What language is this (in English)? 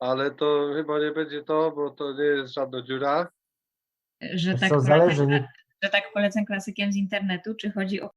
Silesian